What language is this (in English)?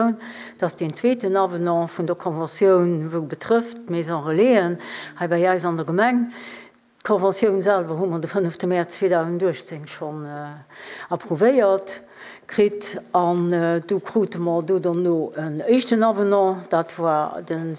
Luxembourgish